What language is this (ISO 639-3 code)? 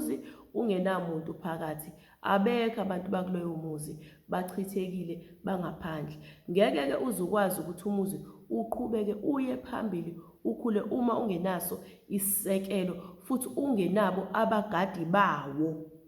zul